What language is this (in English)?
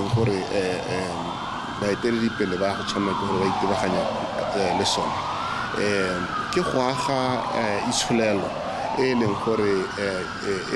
Tswana